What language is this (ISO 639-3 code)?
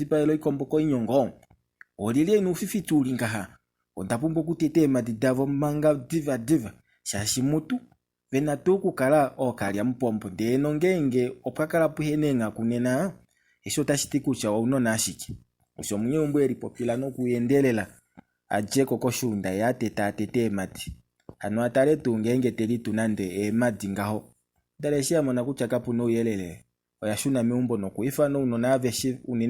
kua